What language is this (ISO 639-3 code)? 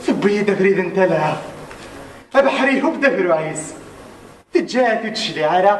kab